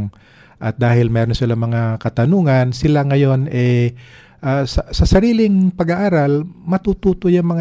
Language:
Filipino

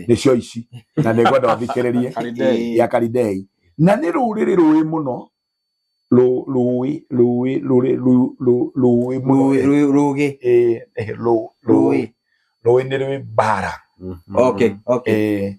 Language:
Kikuyu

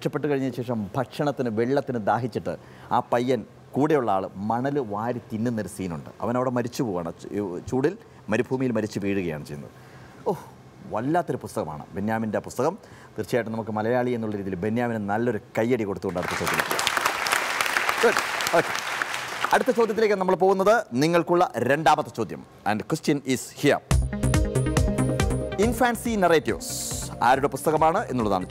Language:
Malayalam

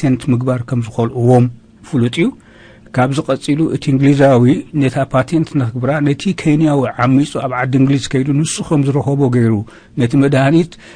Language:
Tigrinya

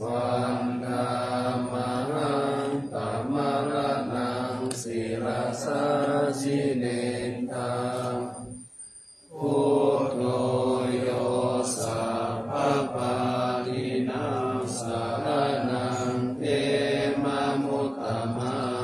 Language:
Pali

